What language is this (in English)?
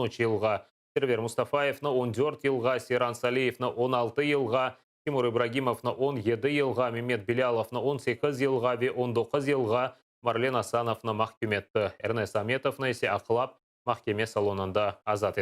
Crimean Tatar